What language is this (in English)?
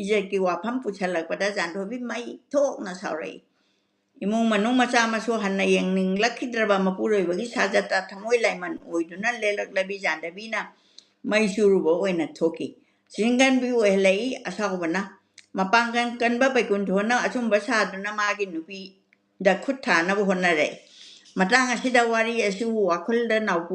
Manipuri